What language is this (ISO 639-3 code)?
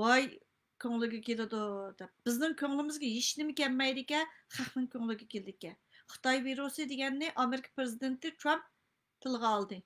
uig